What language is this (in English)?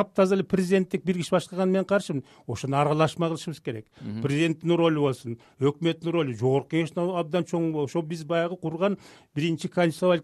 Kyrgyz